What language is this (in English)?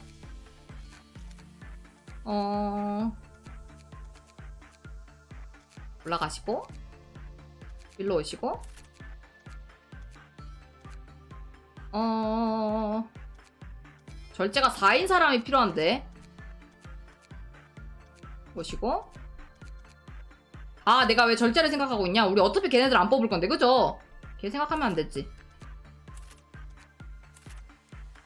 Korean